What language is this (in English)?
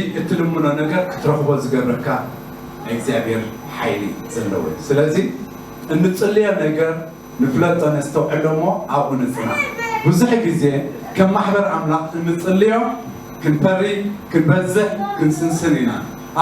Tigrinya